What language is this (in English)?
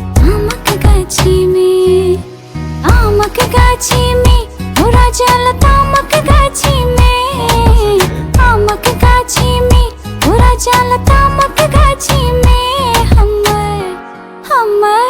Maithili